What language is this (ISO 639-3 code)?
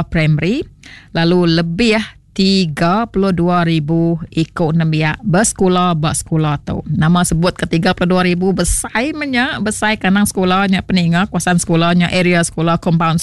iba